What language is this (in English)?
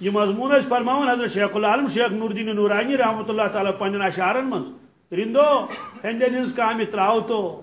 Kashmiri